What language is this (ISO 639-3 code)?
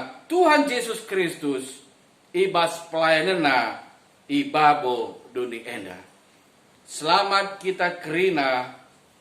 btx